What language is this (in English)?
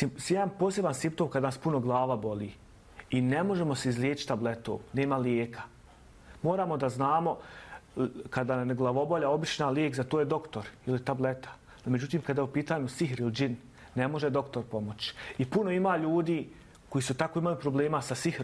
Bosnian